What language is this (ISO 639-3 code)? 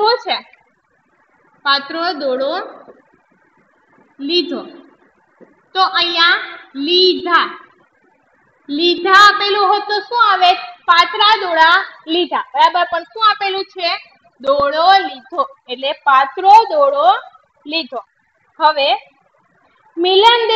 guj